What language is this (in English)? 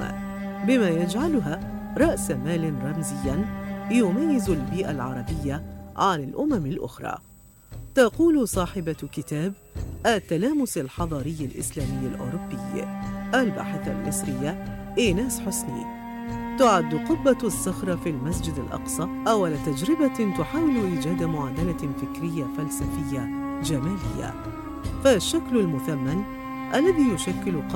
Arabic